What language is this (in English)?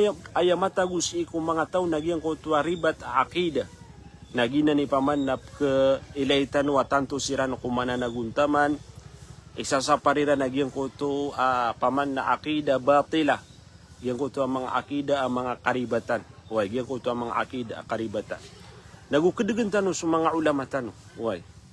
Maranao